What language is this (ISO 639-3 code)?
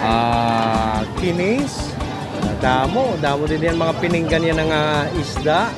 war